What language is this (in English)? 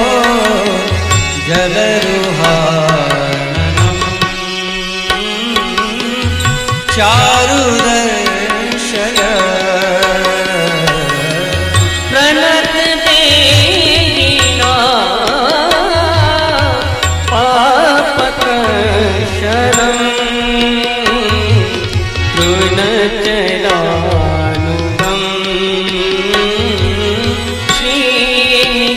Marathi